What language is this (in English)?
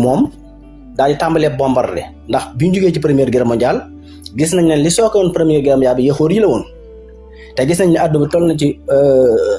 Wolof